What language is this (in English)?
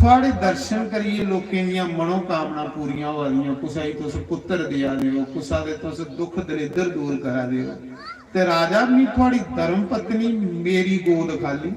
Dogri